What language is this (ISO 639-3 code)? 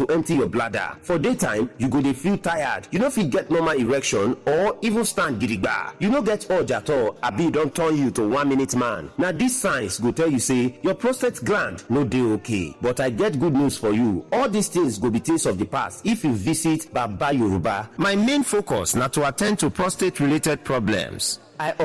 pcm